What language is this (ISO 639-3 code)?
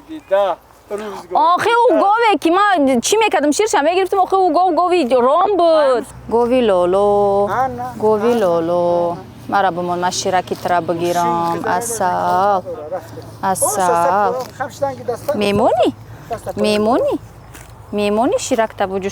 tgk